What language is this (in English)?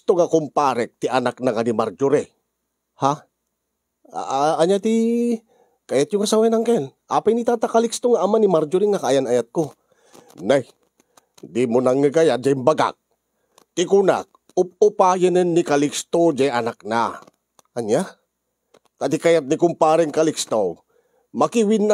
Iloko